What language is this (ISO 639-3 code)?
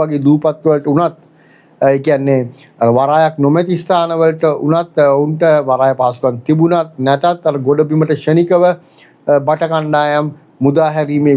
sin